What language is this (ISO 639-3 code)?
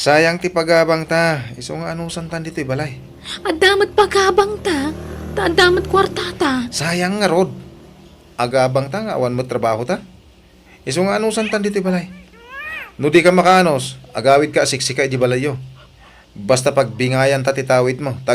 ilo